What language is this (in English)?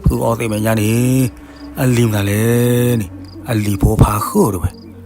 S'gaw Karen